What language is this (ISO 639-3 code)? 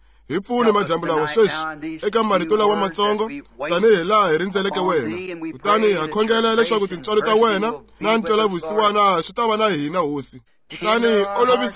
tso